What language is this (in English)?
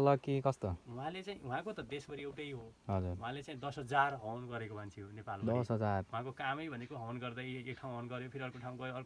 Nepali